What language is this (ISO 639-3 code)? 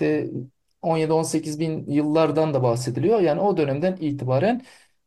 tur